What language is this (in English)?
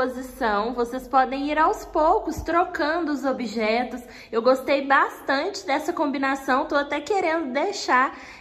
Portuguese